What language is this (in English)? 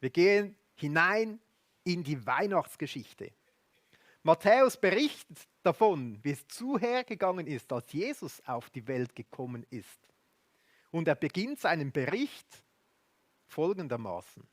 Swiss German